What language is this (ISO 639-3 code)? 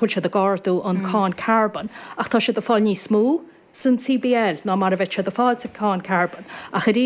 gle